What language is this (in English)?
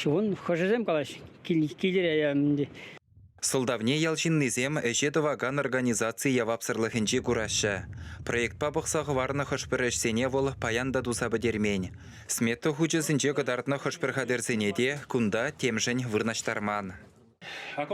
Chuvash